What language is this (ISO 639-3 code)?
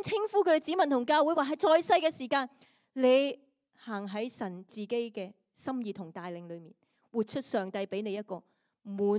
yue